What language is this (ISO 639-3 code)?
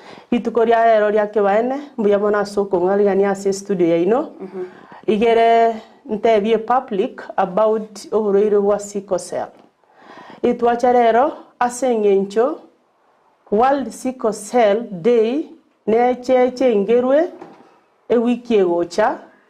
guz